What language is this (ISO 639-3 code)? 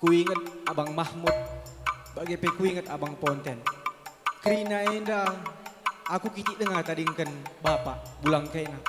btx